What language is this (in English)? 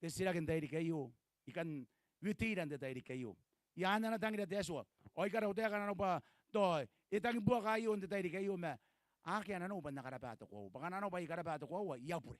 Gilbertese